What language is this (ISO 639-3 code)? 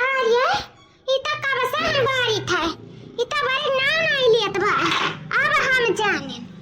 awa